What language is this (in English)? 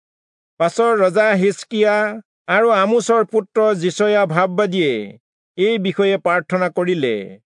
Assamese